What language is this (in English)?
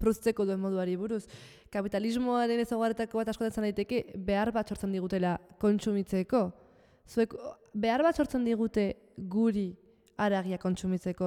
Basque